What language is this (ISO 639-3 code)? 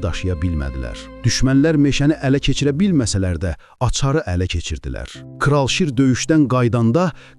aze